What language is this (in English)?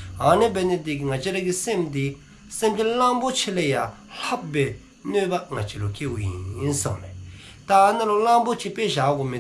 Dzongkha